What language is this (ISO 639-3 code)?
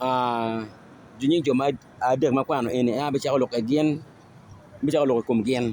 ach